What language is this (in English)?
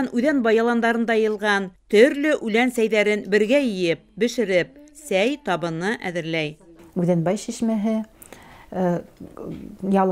Bashkir